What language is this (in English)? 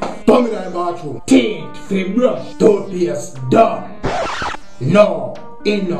Jamaican Creole English